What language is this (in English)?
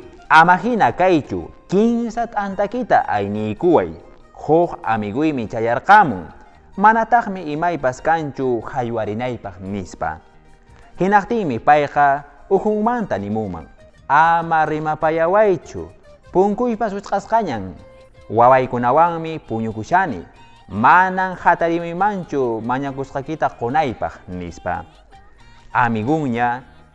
Quechua